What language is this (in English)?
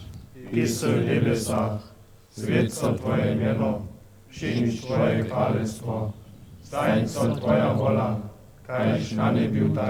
Upper Sorbian